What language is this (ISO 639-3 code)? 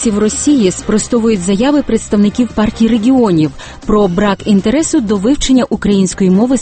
ukr